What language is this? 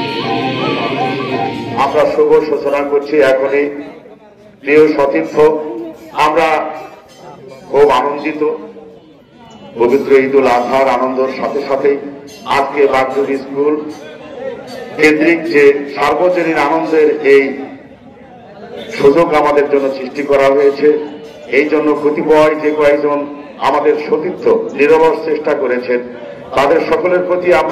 Bangla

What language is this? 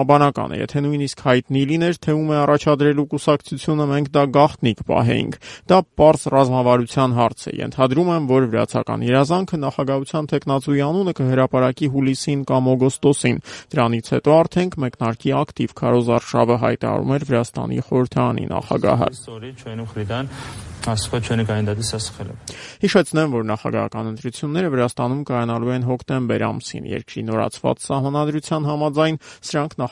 Armenian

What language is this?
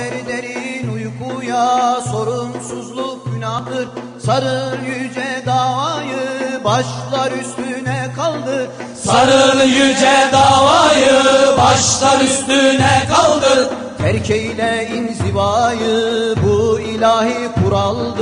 Turkish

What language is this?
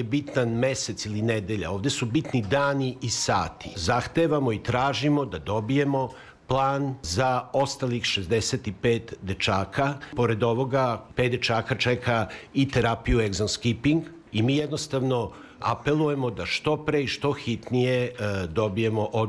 Serbian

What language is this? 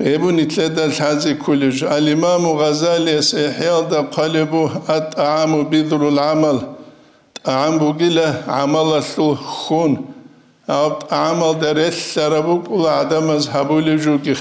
Avaric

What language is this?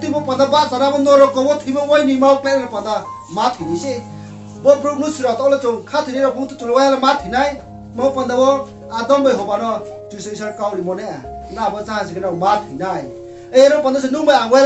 Riang (India)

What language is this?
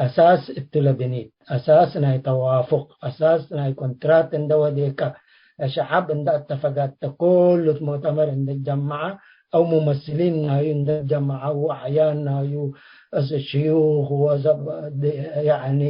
Tigre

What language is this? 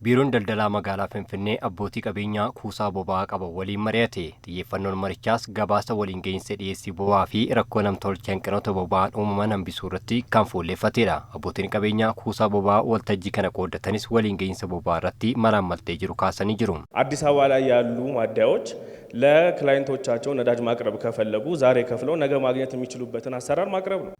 Oromo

